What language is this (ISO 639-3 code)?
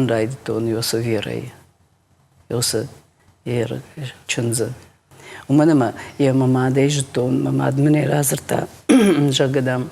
oss